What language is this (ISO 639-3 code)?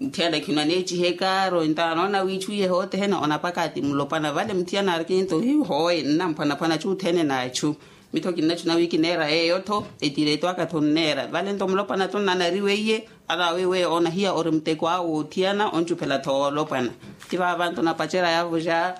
vmw